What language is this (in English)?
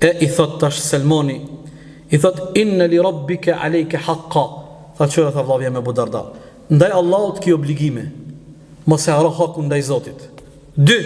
Albanian